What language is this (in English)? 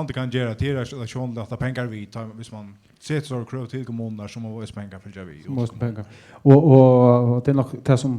Faroese